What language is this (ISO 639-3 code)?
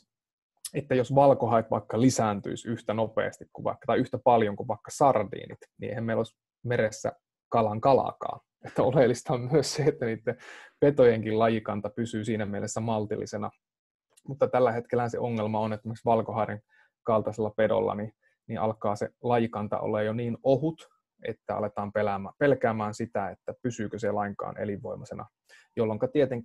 fin